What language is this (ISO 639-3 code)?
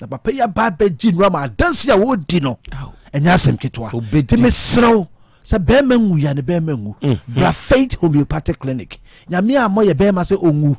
aka